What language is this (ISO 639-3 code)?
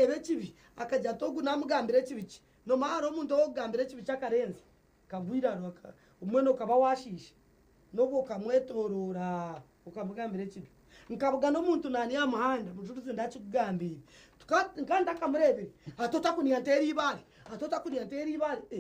nyn